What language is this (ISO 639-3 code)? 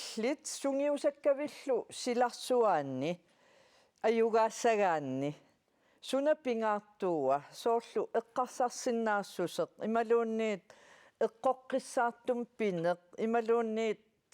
kal